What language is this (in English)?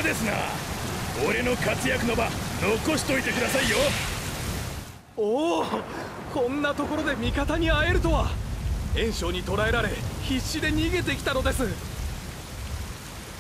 Japanese